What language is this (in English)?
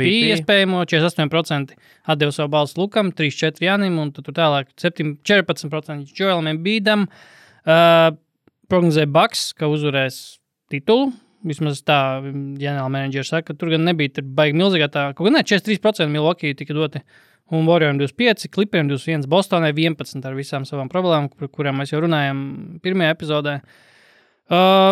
Latvian